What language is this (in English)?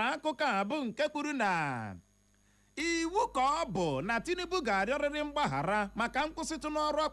Igbo